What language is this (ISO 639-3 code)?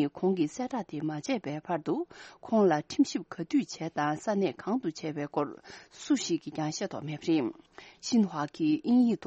bod